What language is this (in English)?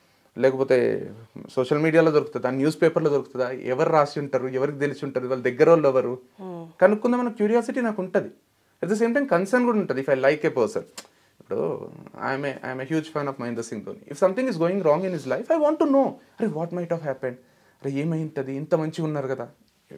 Telugu